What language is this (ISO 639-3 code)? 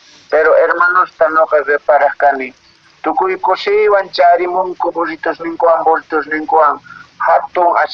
que